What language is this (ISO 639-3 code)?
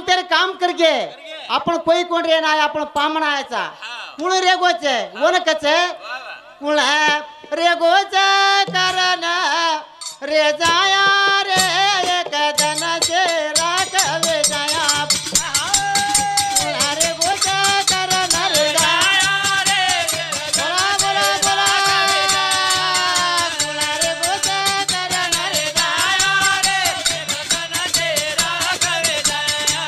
lmn